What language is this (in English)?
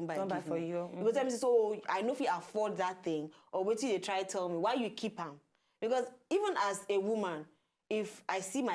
Nigerian Pidgin